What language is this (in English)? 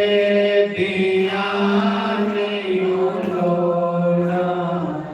Dogri